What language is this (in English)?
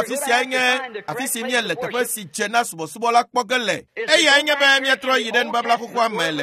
Ewe